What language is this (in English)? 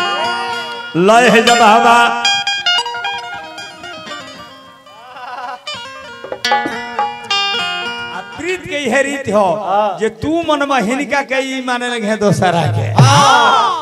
Bhojpuri